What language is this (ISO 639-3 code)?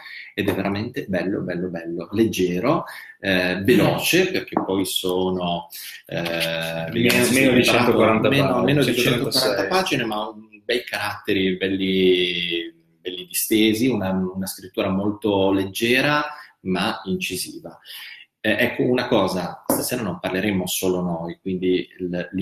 ita